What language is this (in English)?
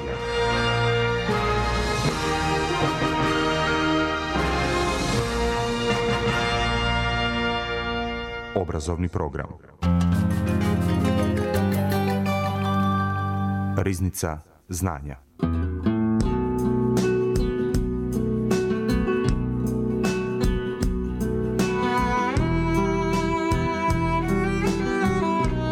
Serbian